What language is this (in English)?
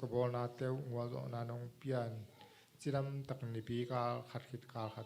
Tedim Chin